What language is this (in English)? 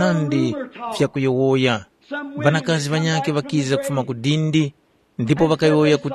Tumbuka